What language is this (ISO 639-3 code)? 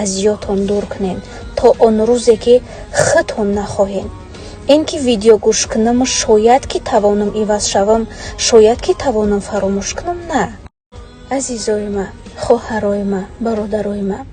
tgk